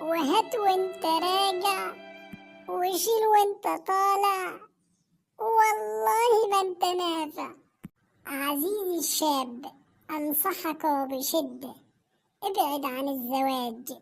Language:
Egyptian Arabic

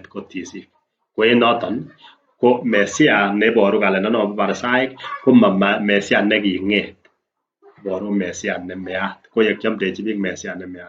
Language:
Kalenjin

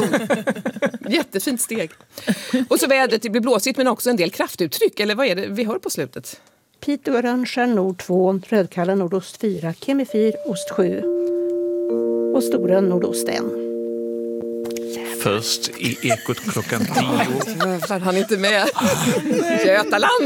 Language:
Swedish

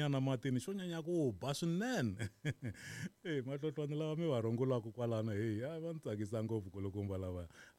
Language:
Tsonga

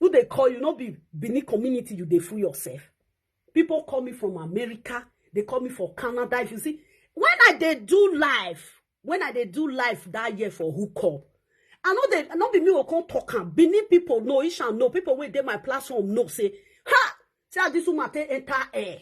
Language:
Nigerian Pidgin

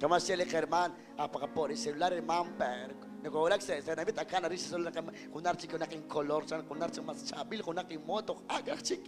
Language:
Kekchí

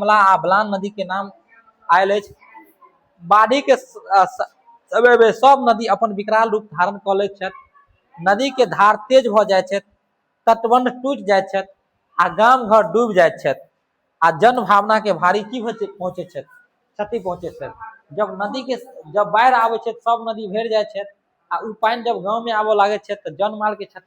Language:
Maithili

